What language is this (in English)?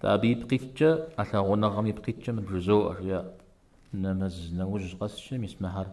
Kabardian